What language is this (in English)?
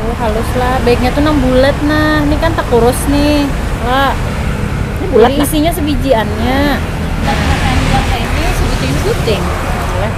Banjar